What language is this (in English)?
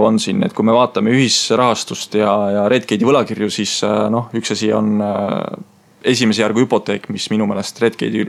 Estonian